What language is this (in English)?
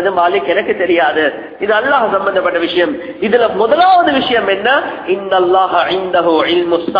Tamil